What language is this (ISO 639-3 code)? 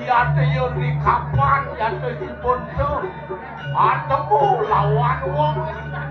ban